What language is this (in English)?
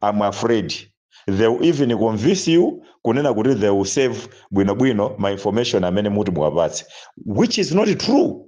Nyanja